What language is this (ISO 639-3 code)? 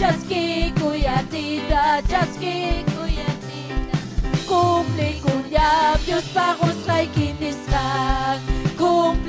quy